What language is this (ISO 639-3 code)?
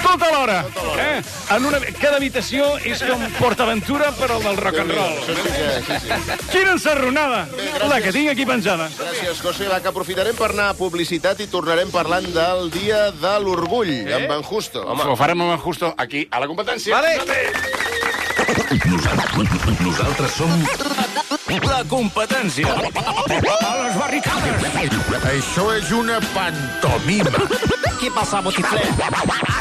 cat